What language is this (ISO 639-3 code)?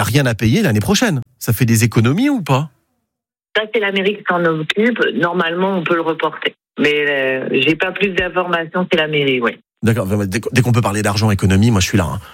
fra